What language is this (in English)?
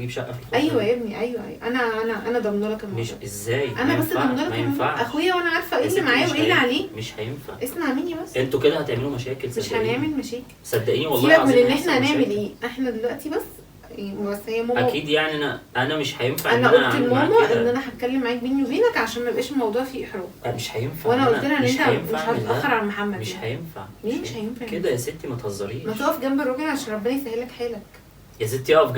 Egyptian Arabic